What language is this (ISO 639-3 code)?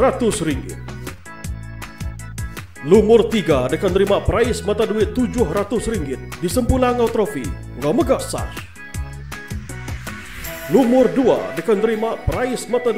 iba